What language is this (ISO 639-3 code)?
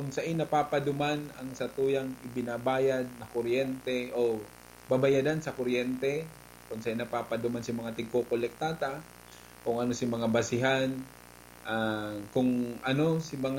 bik